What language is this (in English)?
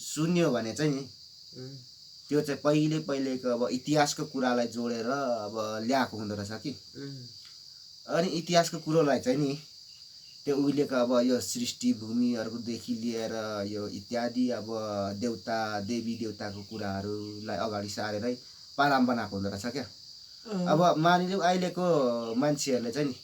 Nepali